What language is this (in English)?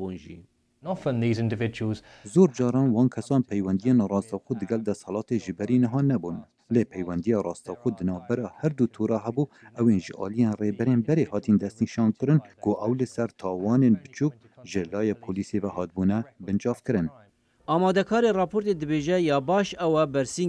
Kurdish